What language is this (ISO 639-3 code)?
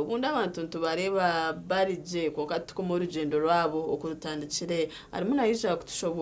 nyn